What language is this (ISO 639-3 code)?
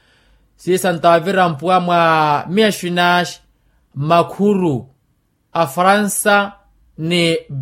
vmw